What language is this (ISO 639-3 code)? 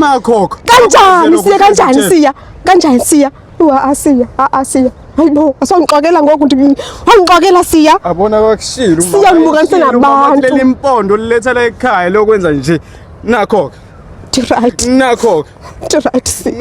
zul